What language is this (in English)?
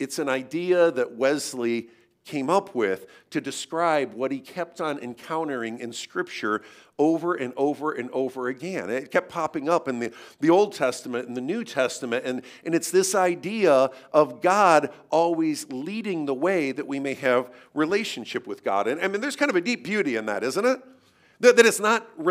English